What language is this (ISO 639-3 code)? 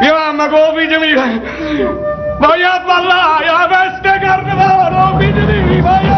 nap